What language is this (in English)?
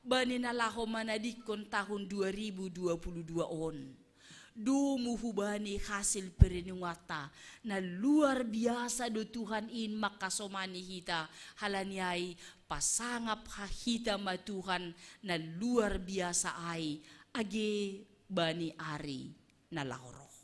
Batak Simalungun